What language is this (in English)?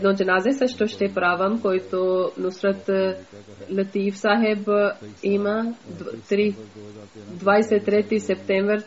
Bulgarian